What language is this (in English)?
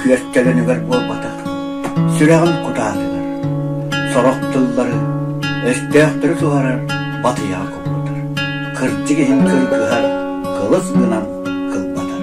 Yakut